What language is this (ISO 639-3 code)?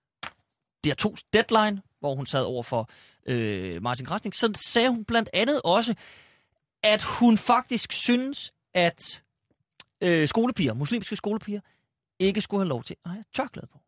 dan